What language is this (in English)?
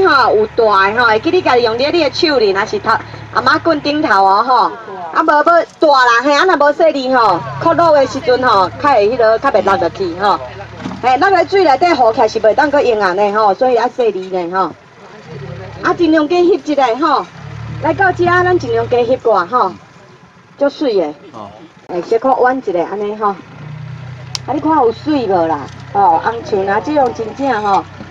Min Nan Chinese